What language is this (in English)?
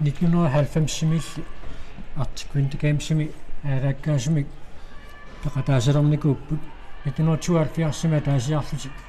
Kalaallisut